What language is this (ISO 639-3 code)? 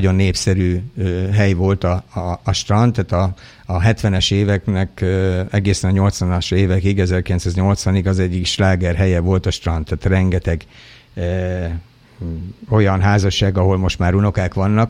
hun